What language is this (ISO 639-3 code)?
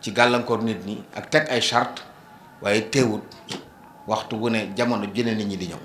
wol